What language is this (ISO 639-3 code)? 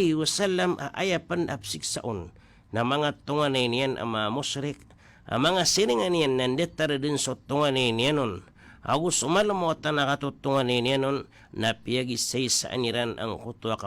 mrw